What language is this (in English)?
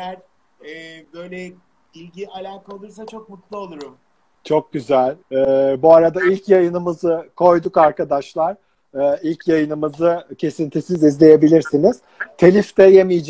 Turkish